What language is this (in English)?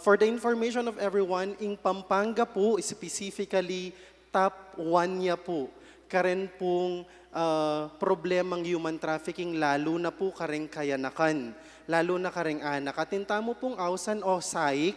Pampanga